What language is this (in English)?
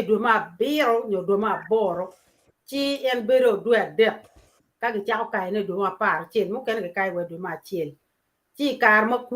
Acoli